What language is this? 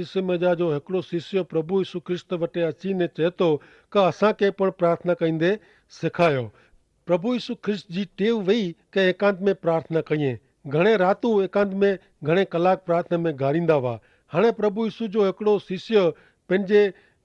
Kachhi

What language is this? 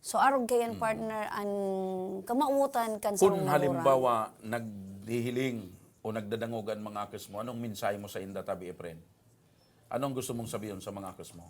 Bikol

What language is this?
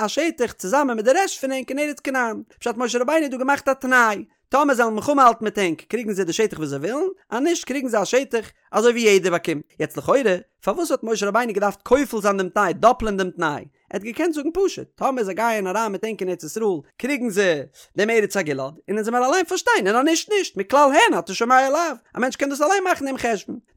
Yiddish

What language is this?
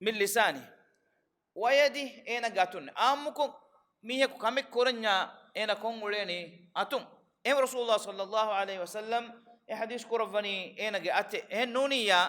Divehi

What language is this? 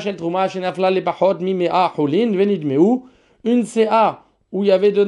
French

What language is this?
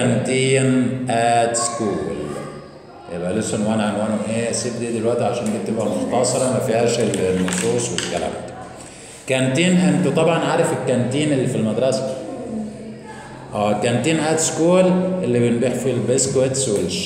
Egyptian Arabic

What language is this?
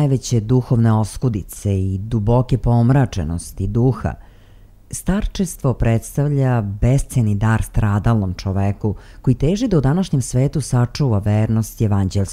Serbian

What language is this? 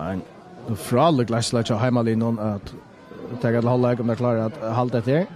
Faroese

